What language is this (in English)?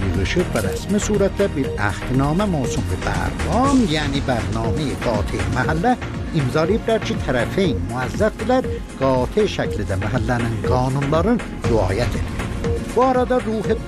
South Azerbaijani